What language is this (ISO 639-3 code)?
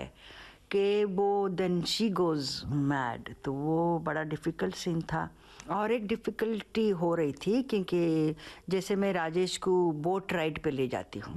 hin